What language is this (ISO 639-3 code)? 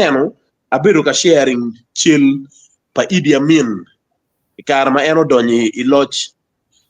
ach